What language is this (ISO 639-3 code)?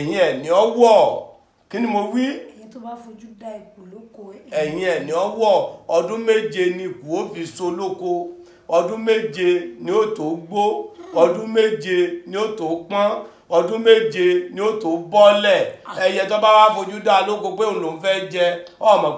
yor